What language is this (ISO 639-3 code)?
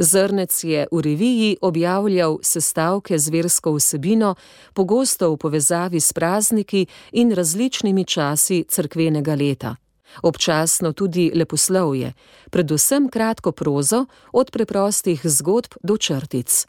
slv